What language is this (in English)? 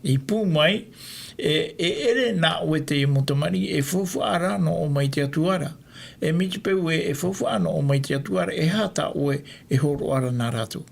Tahitian